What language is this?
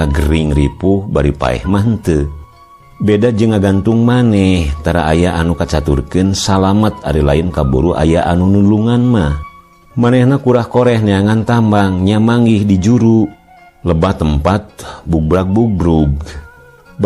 Sundanese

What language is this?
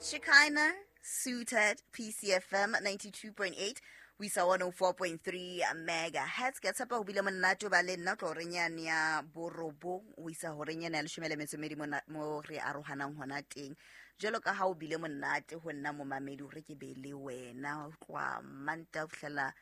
Southern Sotho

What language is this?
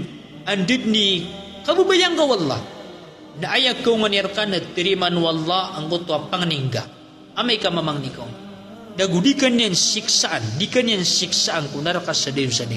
Maranao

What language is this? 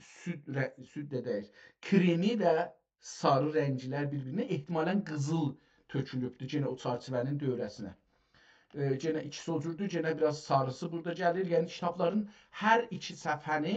South Azerbaijani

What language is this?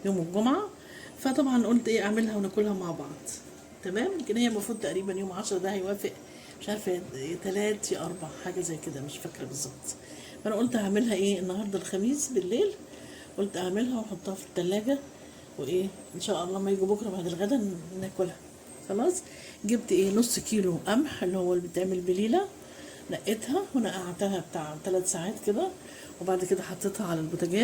Egyptian Arabic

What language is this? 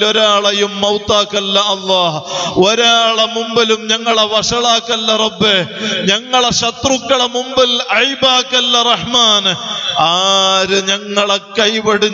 Malayalam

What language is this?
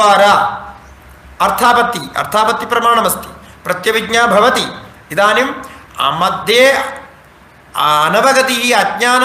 Sanskrit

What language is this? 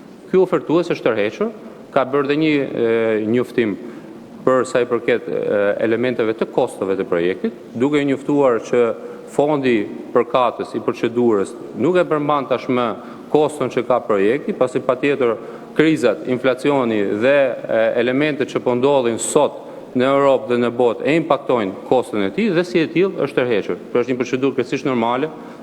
Albanian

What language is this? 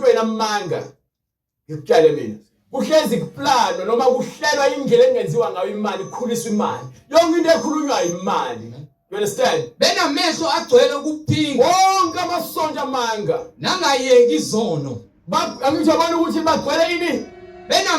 Zulu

